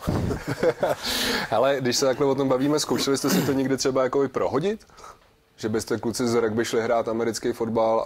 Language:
Czech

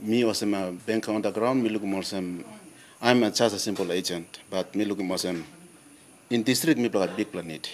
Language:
Tok Pisin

